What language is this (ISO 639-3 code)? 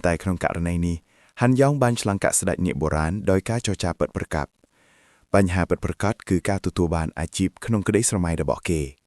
khm